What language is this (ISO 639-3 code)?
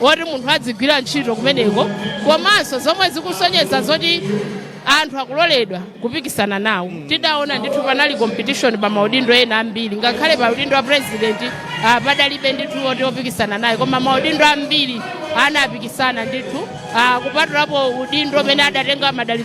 nya